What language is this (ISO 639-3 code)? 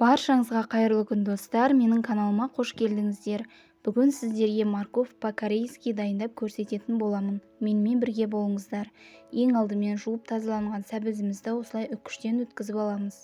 kaz